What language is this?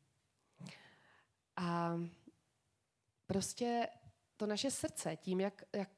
Czech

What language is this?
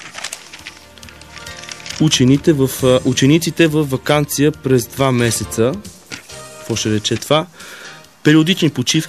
Bulgarian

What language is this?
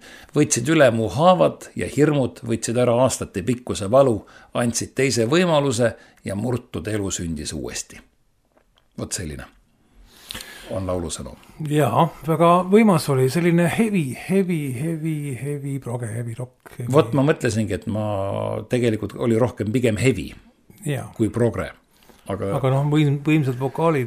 Estonian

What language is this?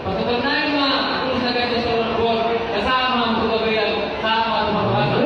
Batak Toba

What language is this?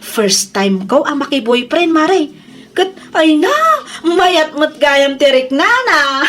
Iloko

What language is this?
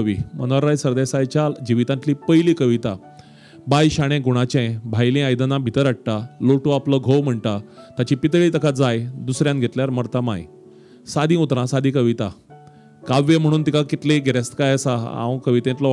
Konkani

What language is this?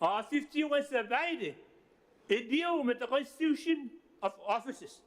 Gilbertese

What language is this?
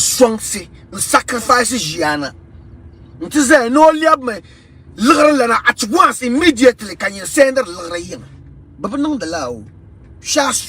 Dagbani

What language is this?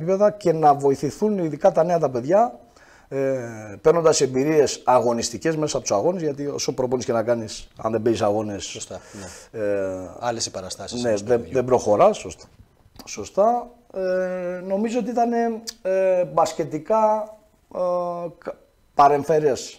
Greek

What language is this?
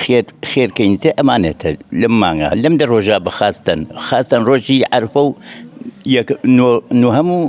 Central Kurdish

